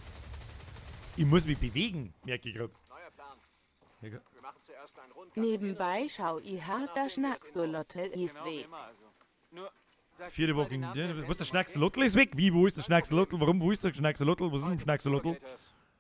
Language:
Bavarian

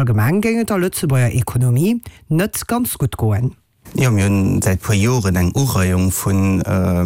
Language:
Luxembourgish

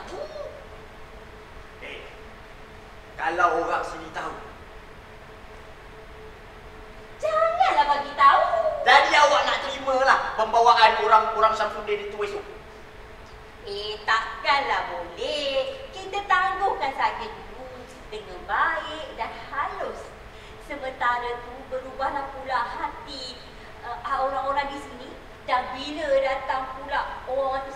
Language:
Malay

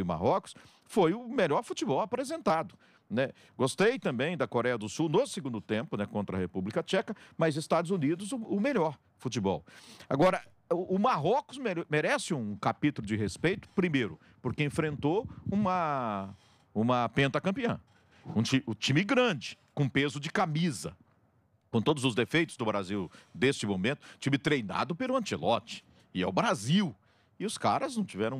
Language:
Portuguese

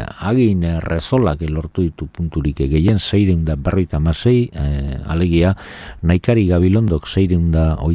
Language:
Basque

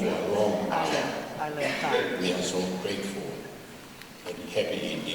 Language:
Tongan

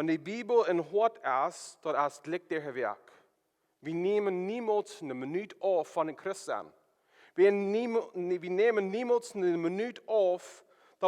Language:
Plautdietsch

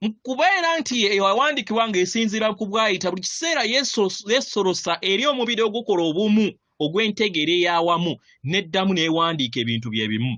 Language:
Ganda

